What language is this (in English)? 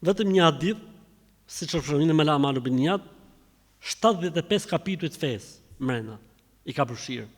Albanian